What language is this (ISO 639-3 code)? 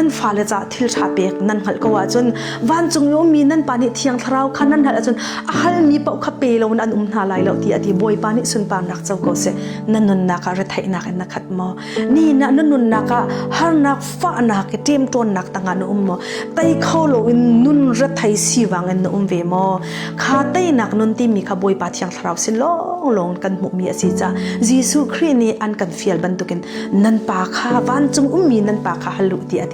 cnh